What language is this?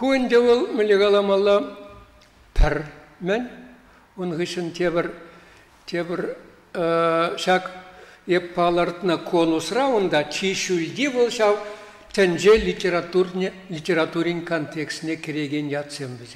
Chuvash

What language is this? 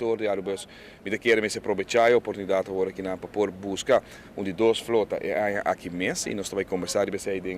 Papiamento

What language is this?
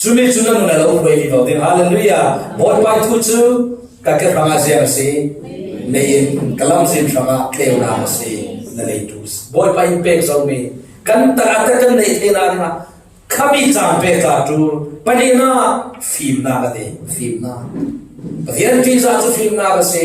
Falam Chin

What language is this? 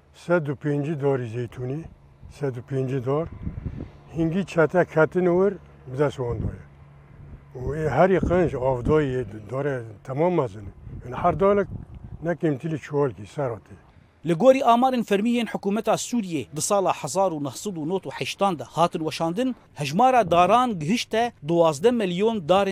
Kurdish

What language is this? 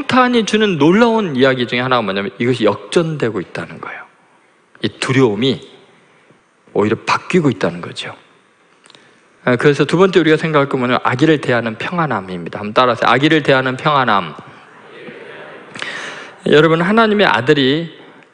Korean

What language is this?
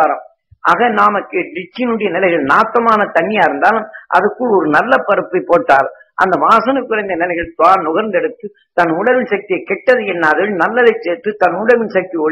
Tamil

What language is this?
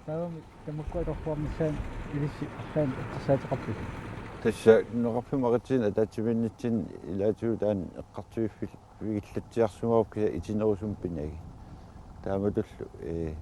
Kalaallisut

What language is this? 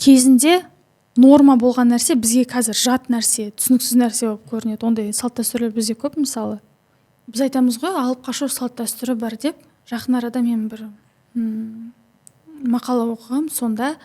Kazakh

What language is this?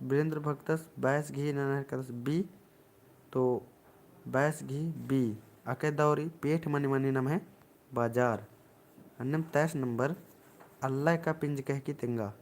Kurukh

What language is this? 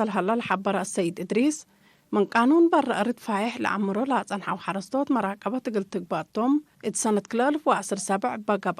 Tigre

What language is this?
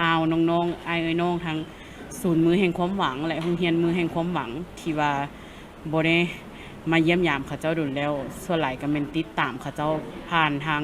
Lao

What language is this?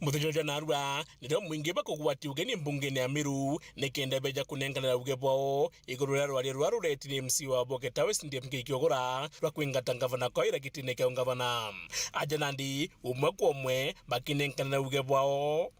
Meru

